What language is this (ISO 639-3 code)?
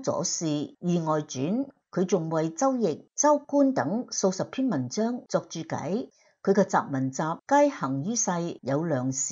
yue